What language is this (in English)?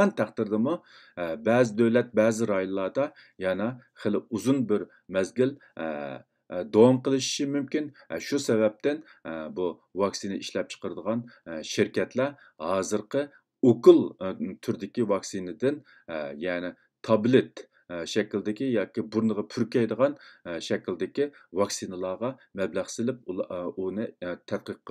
Uyghur